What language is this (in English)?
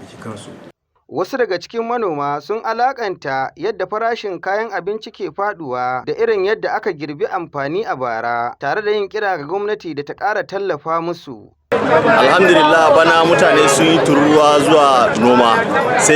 Hausa